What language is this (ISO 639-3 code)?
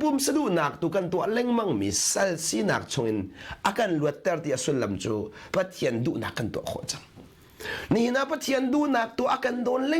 cnh